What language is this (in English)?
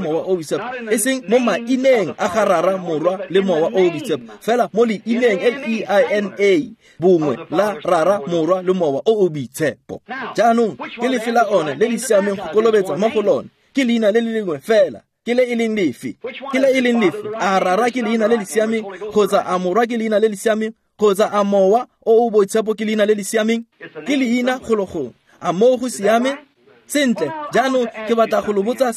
Tswana